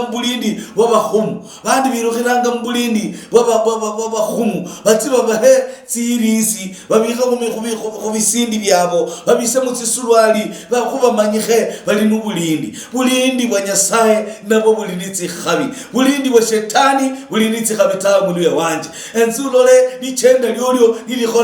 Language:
Luyia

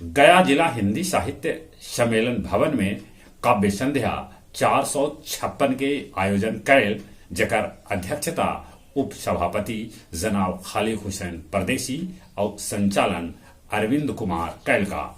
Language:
Magahi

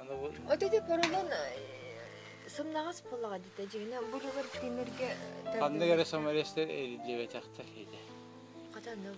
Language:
Yakut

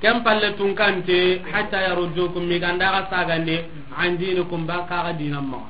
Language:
Soninke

